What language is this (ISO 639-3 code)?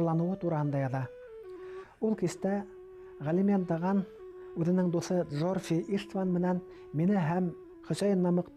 bak